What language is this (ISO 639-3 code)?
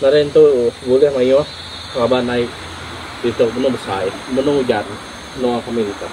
iba